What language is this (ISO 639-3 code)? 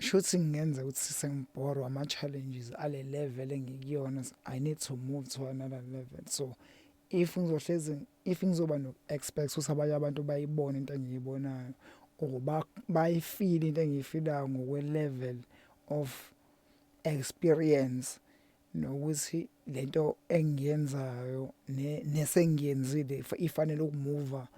zul